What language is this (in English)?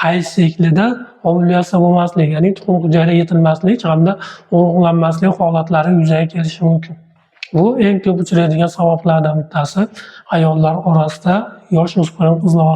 Uzbek